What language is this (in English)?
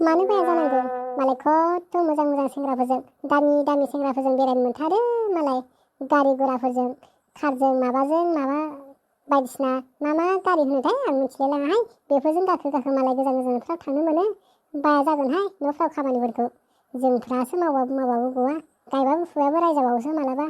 Bodo